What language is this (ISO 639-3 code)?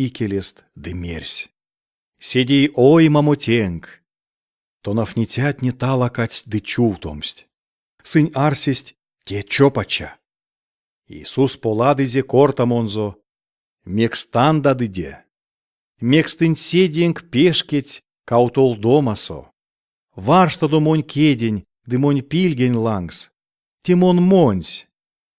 myv